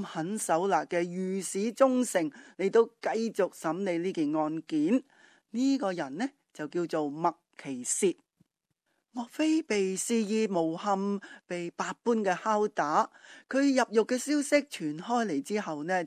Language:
Cantonese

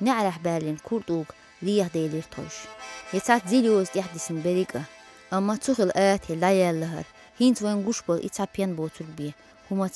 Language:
Chechen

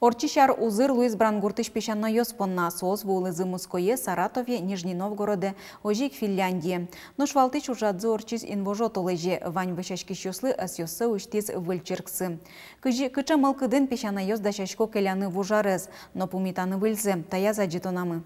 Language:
Udmurt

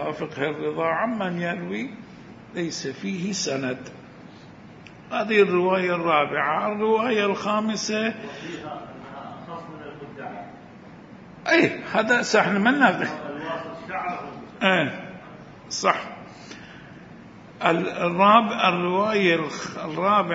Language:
Arabic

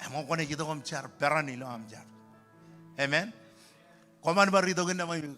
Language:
Marshallese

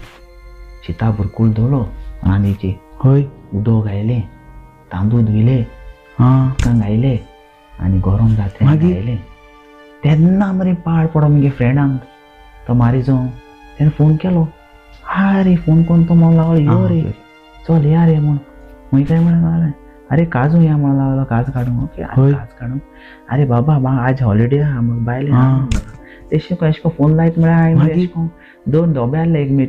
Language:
Konkani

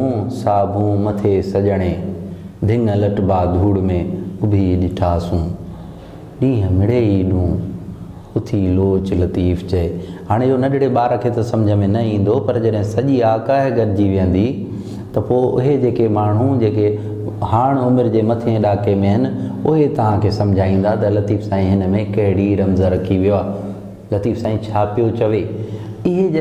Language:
Sindhi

